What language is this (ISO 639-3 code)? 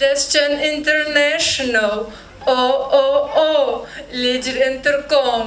kbd